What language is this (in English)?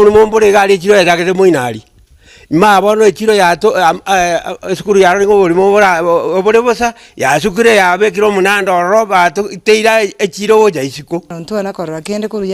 Gusii